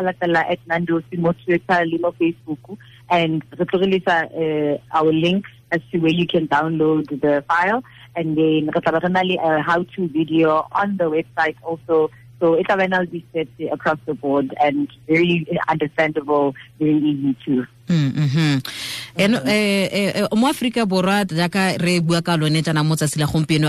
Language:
Tswana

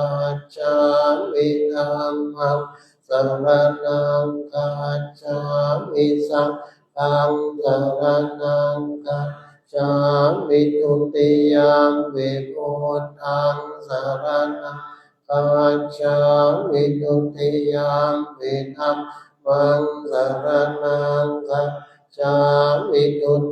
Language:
Pali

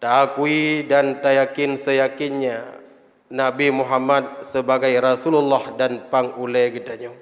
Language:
Achinese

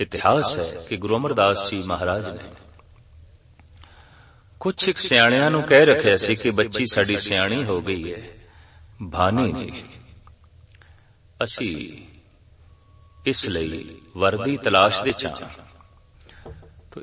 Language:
Punjabi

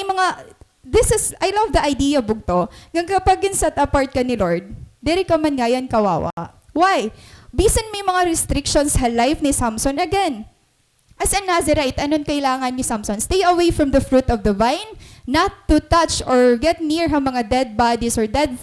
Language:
Waray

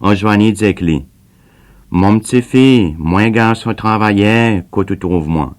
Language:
Seselwa Creole French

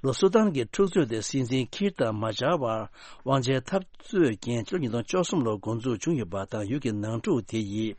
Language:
Tibetan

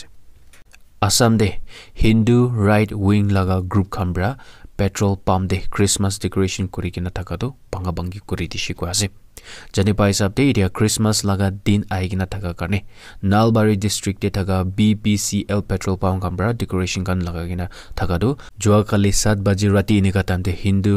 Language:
Naga Pidgin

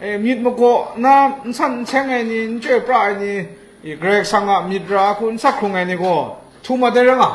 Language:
Kachin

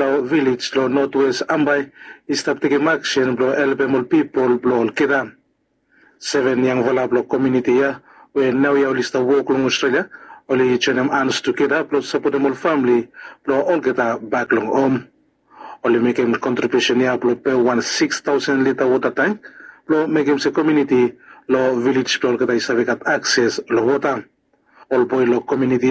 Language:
Bislama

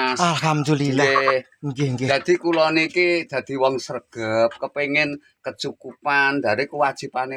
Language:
Javanese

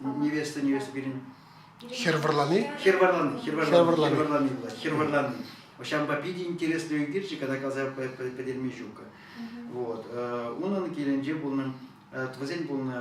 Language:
Chuvash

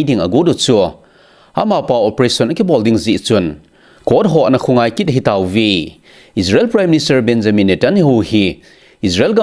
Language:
Thado Chin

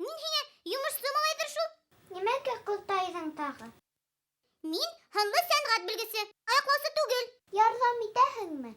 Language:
Bashkir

